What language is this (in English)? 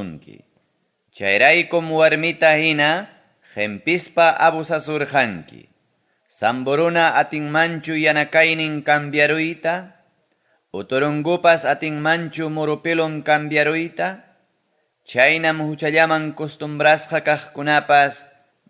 Ayacucho Quechua